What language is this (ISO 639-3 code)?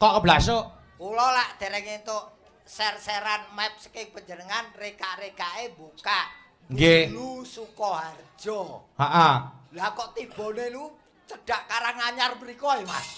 jav